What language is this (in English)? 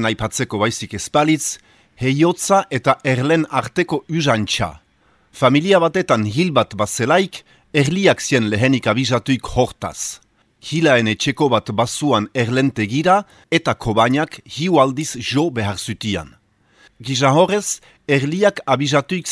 Basque